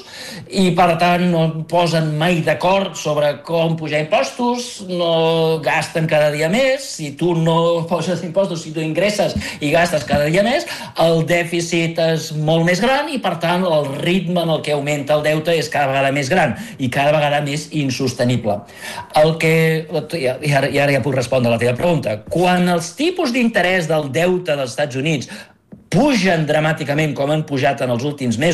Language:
Catalan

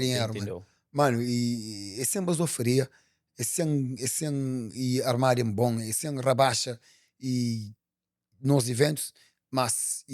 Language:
Kabuverdianu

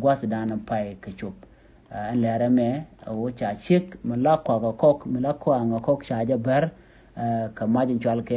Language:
Nuer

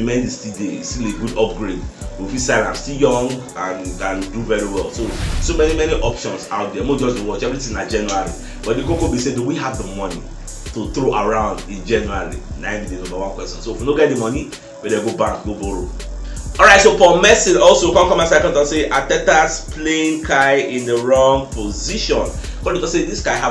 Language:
Nigerian Pidgin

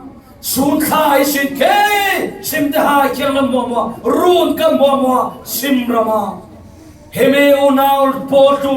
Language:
Falam Chin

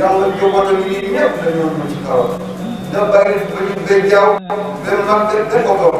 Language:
Wolof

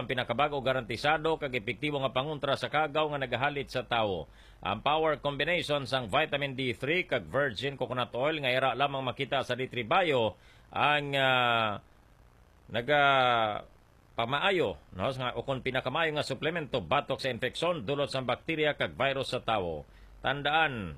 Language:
Hiligaynon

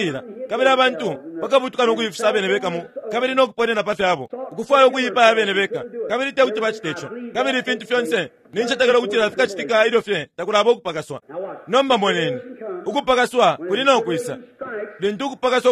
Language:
Bemba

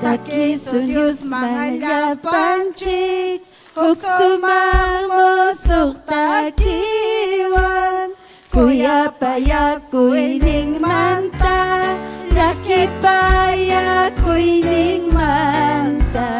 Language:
Ayacucho Quechua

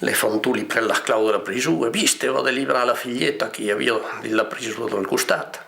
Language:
Occitan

